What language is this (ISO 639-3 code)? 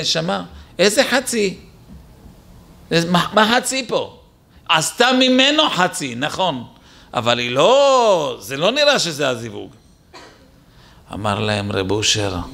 heb